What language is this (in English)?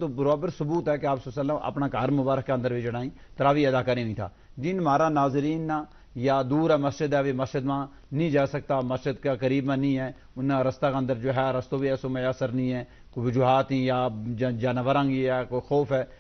Gujari